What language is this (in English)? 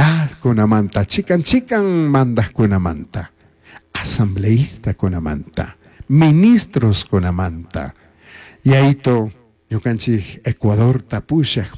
Chimborazo Highland Quichua